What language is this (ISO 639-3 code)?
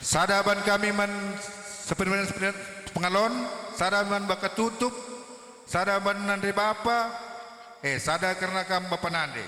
btx